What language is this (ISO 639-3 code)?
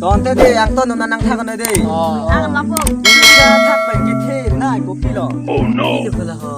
mjw